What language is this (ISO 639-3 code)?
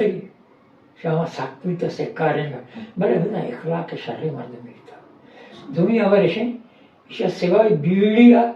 bgp